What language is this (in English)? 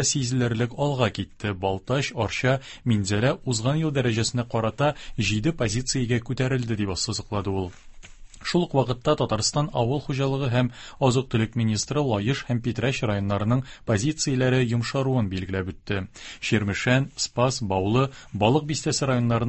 Tatar